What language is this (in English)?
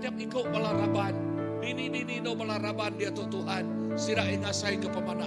Iban